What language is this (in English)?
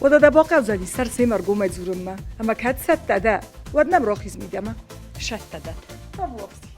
Ossetic